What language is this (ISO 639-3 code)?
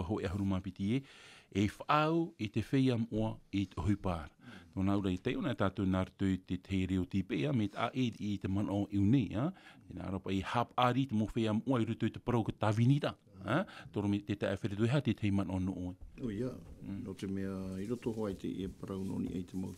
tah